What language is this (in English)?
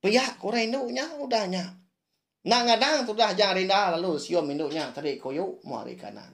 Iban